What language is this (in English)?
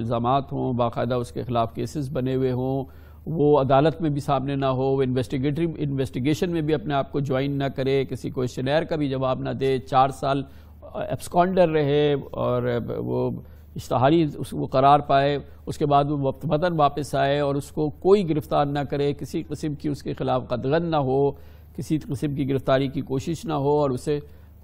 Urdu